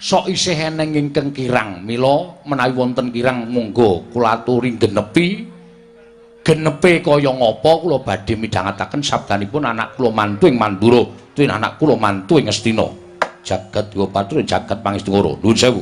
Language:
Javanese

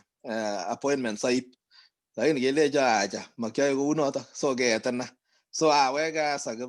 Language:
Kalenjin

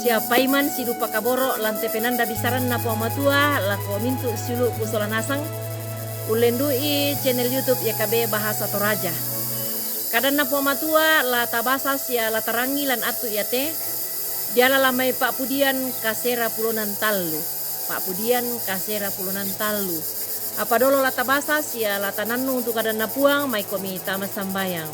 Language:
Toraja-Sa'dan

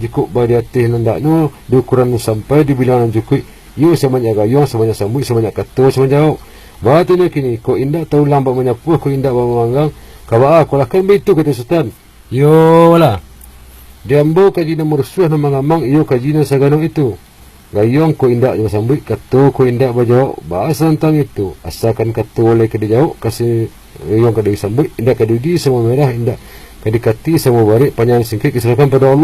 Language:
Minangkabau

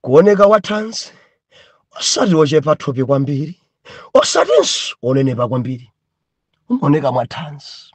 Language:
Nyanja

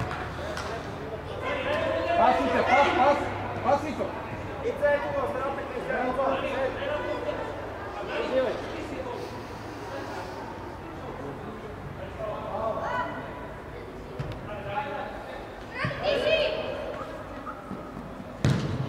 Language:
Bulgarian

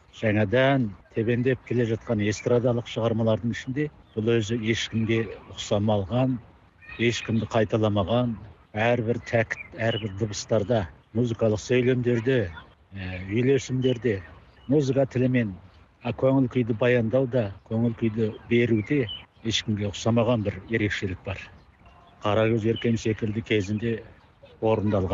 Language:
Kazakh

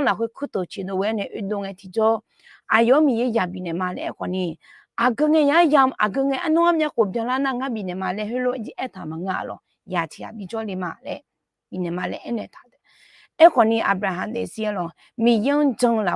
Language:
Akha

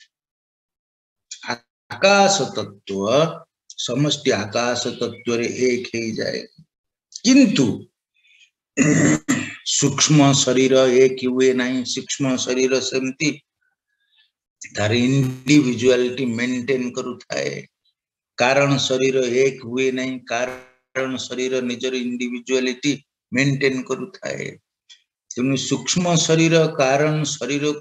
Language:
Odia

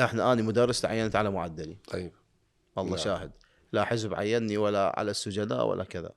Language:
Mesopotamian Arabic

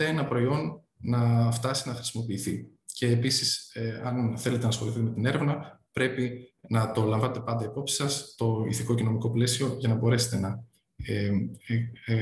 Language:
Greek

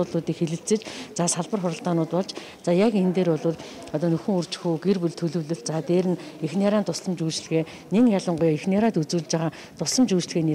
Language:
Mongolian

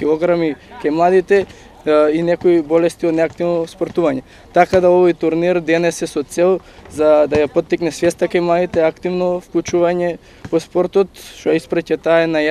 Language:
Macedonian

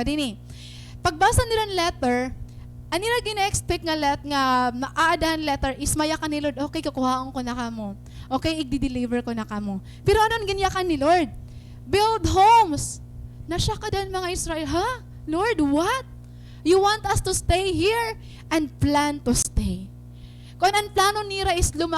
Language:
Waray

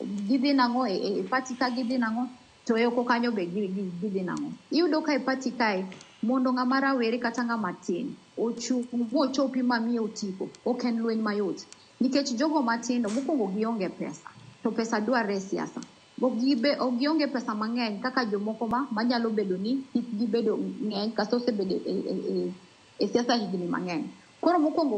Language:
Luo (Kenya and Tanzania)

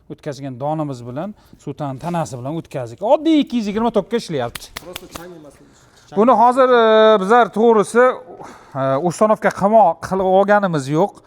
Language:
Uzbek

